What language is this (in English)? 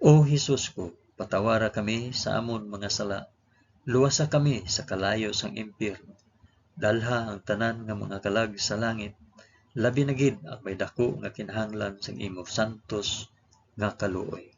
Hiligaynon